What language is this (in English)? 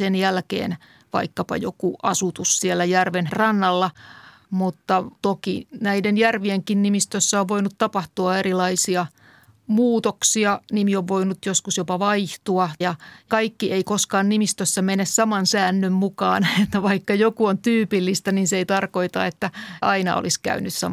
Finnish